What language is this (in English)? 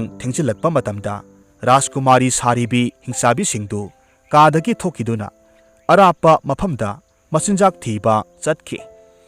Manipuri